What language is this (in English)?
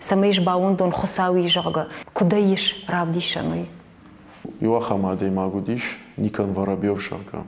Ossetic